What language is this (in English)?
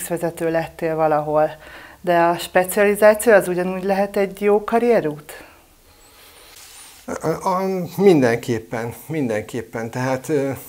Hungarian